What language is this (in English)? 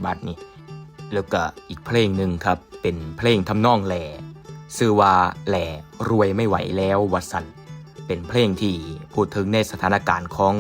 Northeastern Thai